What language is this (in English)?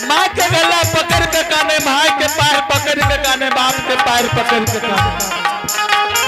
Angika